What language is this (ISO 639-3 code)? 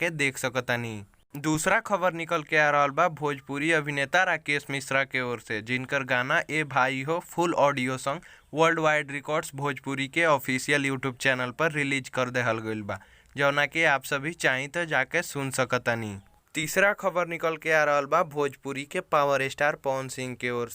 bho